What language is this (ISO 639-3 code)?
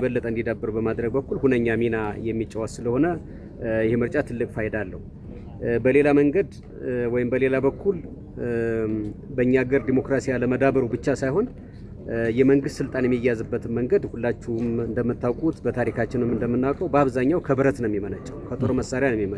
amh